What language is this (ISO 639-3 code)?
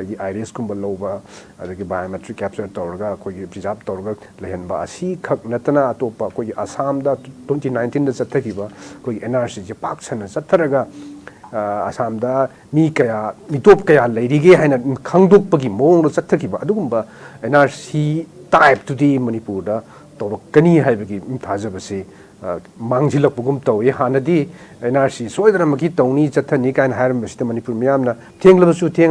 mni